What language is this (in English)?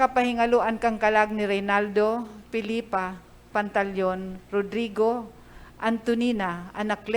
Bikol